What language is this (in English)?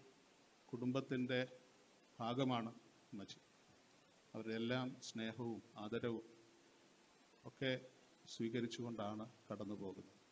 Malayalam